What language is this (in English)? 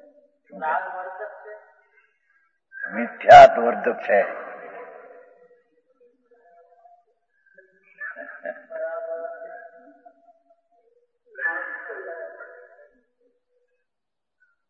Gujarati